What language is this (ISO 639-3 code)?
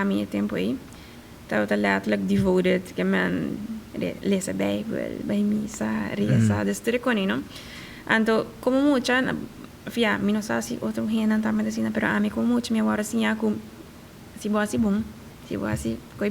pap